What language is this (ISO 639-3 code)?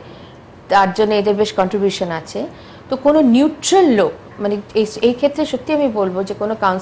ben